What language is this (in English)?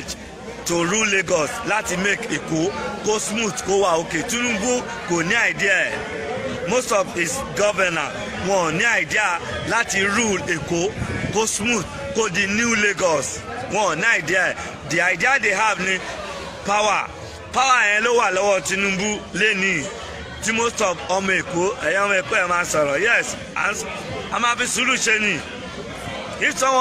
Yoruba